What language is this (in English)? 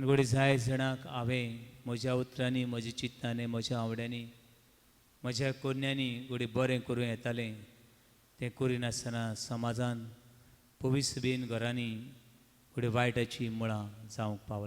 Konkani